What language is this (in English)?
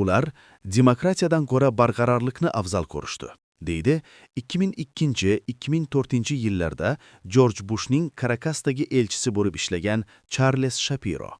Uzbek